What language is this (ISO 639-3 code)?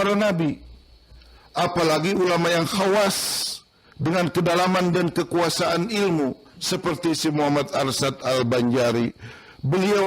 bjn